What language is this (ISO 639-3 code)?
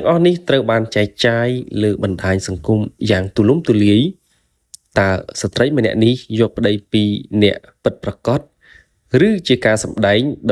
khm